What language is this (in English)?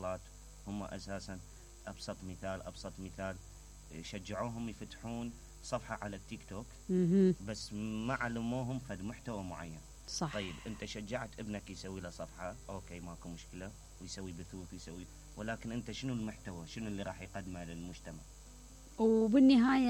Mesopotamian Arabic